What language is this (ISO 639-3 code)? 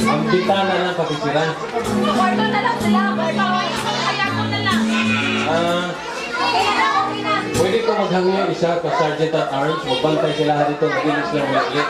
ceb